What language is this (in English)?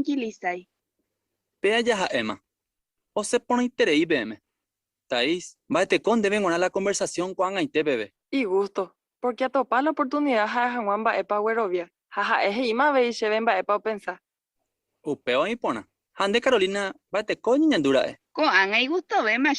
Guarani